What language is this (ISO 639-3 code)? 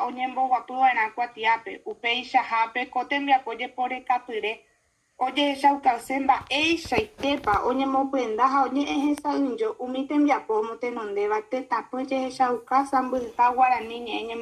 grn